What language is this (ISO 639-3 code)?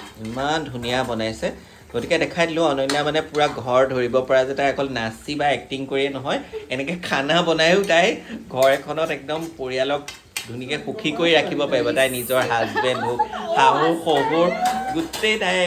asm